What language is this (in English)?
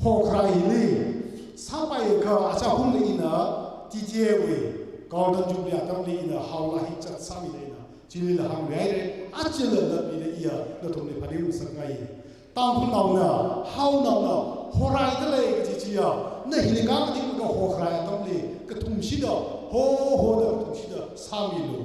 Tangkhul Naga (India)